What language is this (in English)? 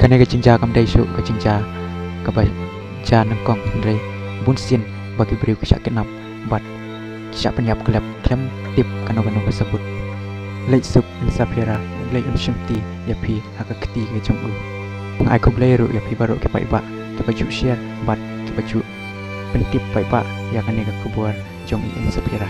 Khasi